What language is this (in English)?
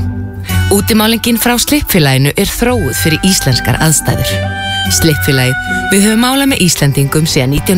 Icelandic